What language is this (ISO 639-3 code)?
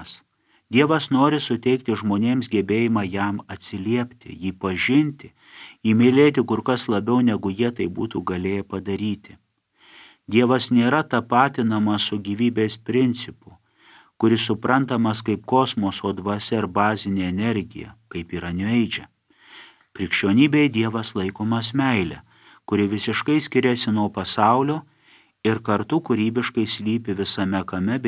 lit